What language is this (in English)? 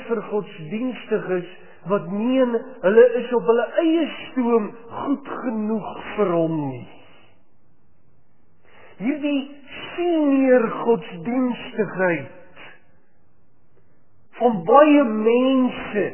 Afrikaans